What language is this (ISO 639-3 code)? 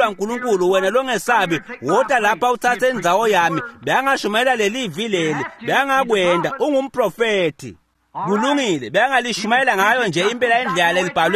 ssw